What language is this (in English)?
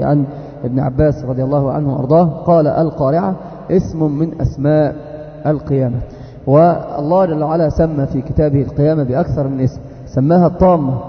Arabic